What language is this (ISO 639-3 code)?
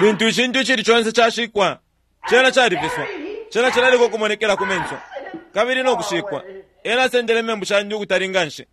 bem